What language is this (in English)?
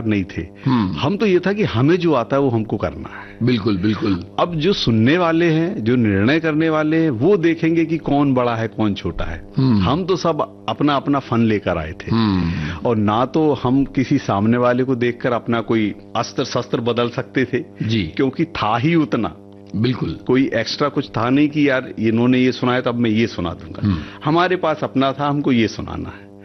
Hindi